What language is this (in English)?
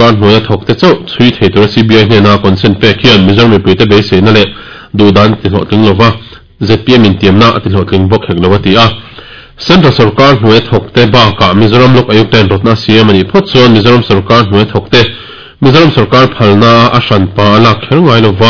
Mizo